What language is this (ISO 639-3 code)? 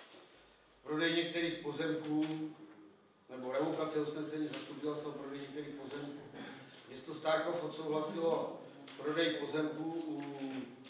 ces